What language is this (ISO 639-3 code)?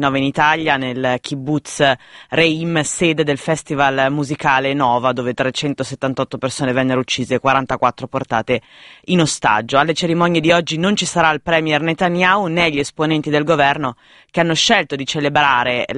ita